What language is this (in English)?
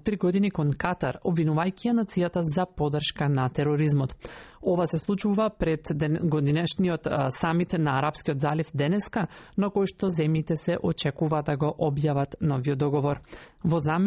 Macedonian